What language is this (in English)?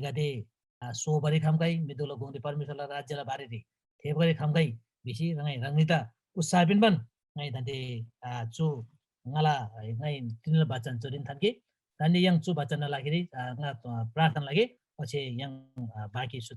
Eastern Tamang